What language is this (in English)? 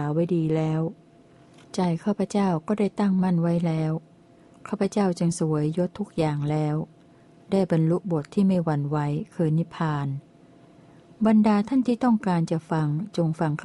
Thai